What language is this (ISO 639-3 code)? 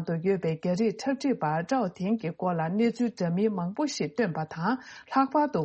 bod